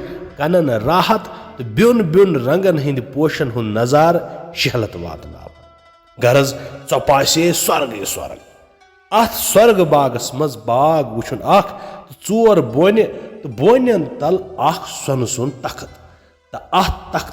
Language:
Kashmiri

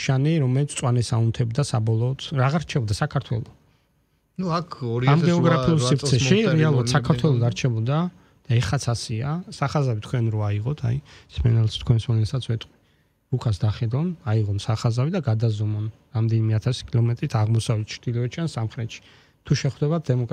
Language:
Georgian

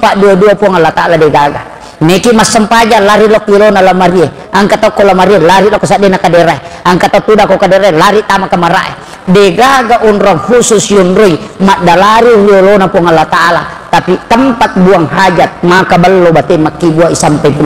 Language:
Buginese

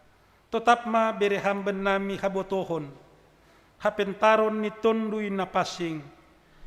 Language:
Batak Simalungun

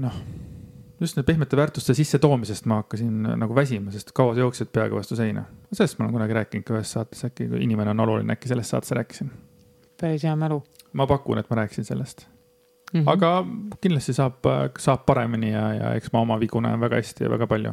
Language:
Estonian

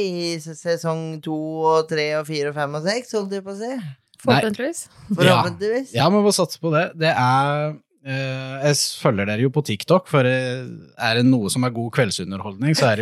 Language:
Norwegian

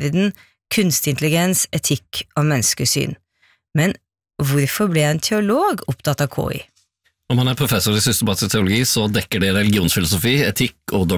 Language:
Norwegian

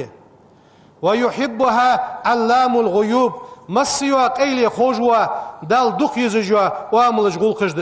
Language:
Ingush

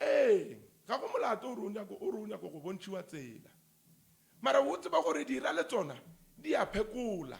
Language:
Northern Sotho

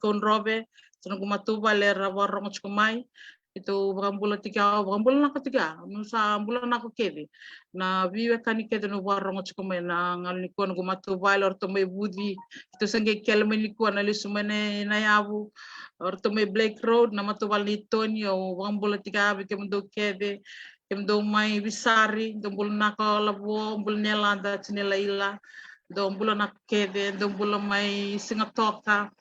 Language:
Fijian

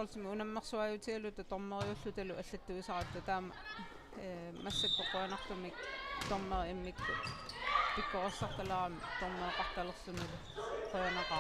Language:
Kalaallisut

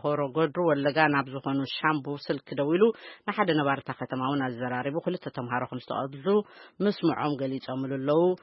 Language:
Tigrinya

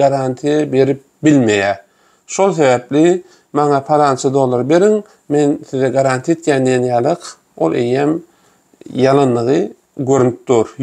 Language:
Turkmen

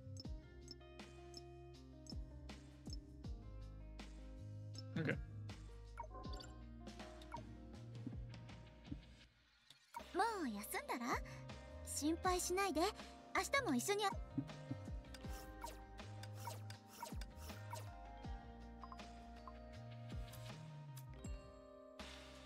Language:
Japanese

